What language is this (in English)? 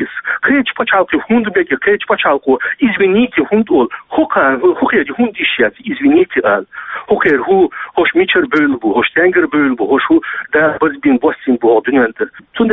Chechen